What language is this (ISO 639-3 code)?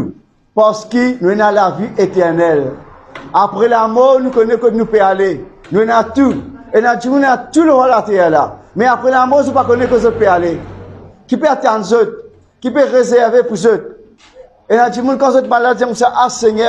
mfe